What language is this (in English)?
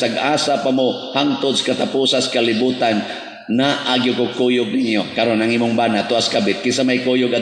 Cebuano